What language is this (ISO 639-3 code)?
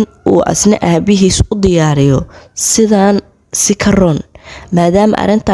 som